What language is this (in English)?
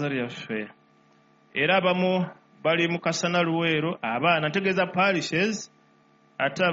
Ganda